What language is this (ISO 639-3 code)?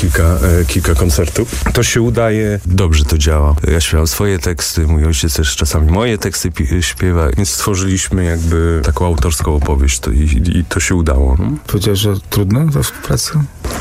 pol